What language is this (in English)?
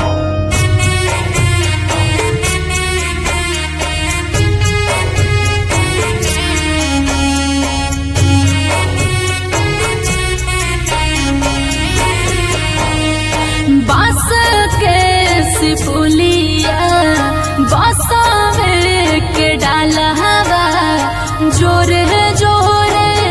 Bhojpuri